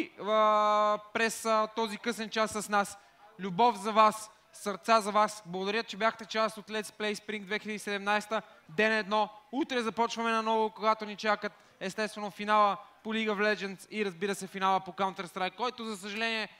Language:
Bulgarian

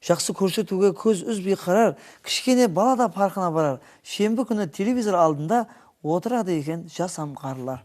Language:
Kara-Kalpak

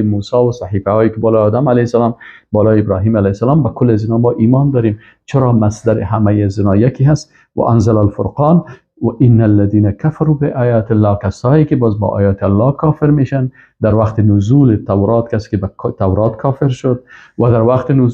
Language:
Persian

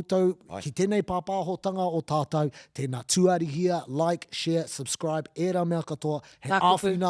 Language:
Māori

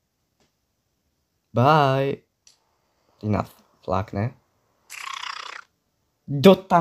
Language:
Czech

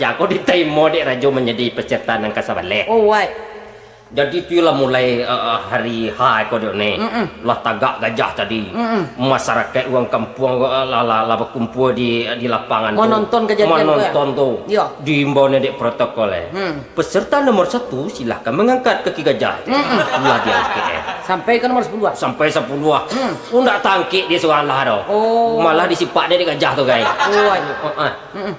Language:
Minangkabau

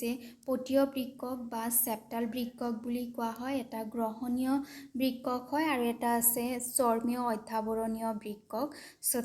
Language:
Assamese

